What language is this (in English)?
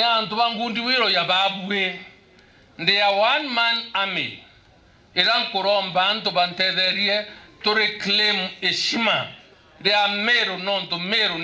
Meru